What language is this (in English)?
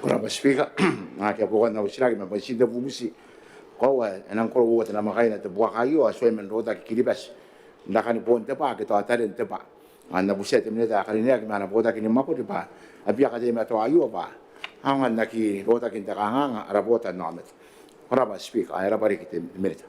Gilbertese